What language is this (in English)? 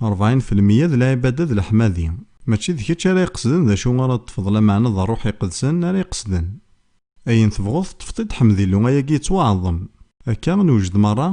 Kabyle